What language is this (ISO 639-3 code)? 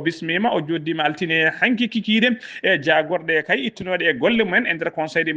ful